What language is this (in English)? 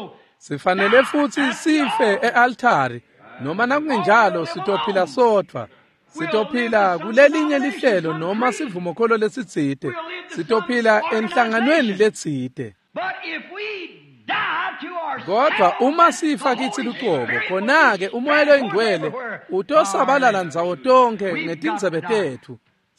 Swati